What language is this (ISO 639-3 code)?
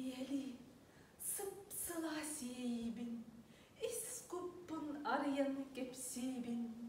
sah